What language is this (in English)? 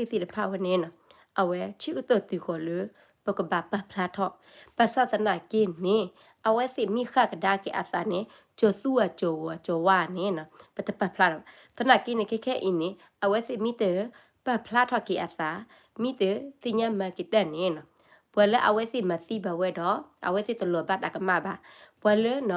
S'gaw Karen